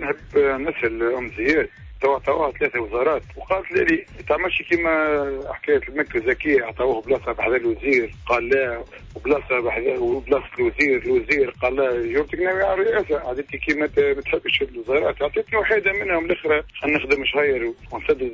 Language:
Tunisian Arabic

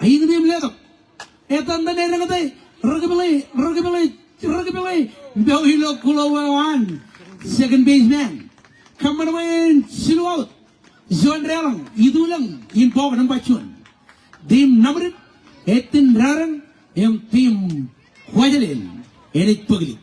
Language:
Marshallese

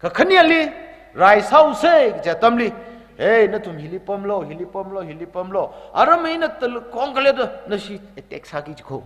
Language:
Tangkhul Naga (India)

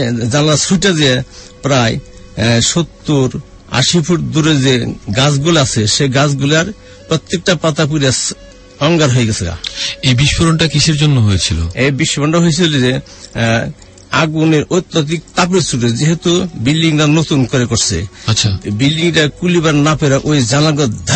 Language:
Bangla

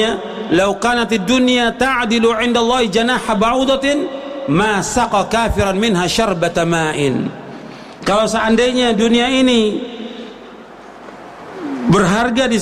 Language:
Indonesian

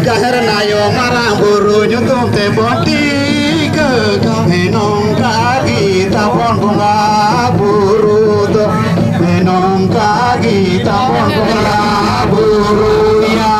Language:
Santali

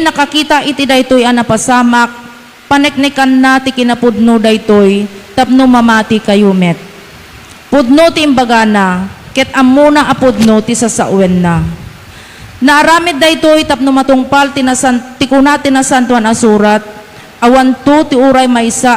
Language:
Iloko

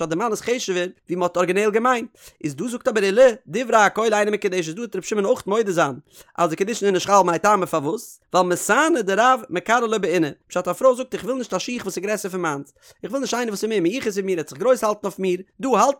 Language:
Yiddish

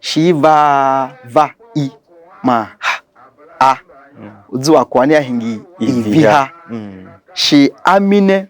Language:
Tiv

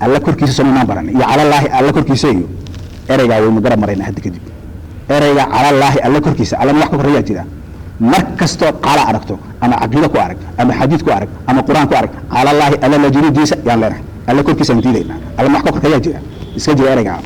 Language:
Somali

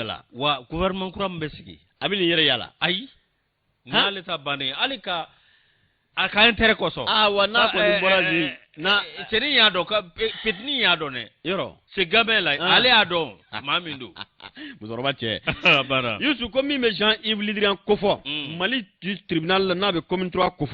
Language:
Bambara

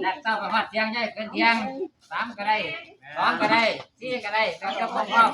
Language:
Northeastern Thai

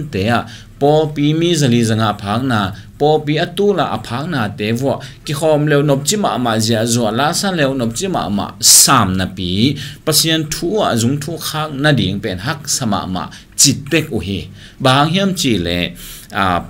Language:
Tedim Chin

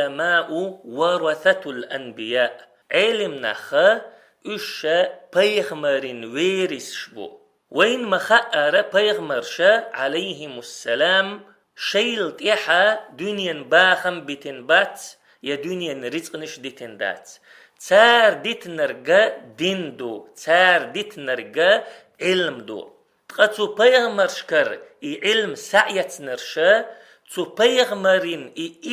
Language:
Chechen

